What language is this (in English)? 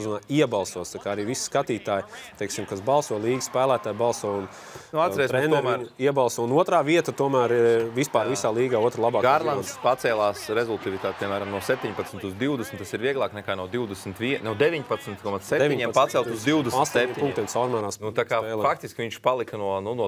Latvian